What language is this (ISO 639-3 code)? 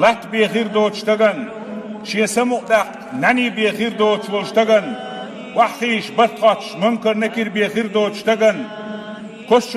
che